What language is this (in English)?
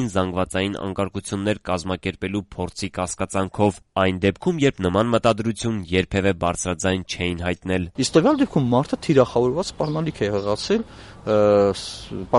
Armenian